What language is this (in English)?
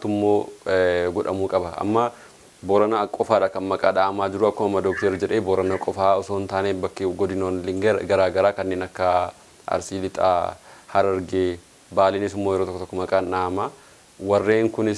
Oromo